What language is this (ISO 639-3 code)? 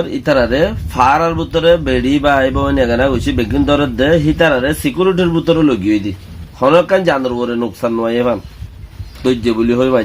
rhg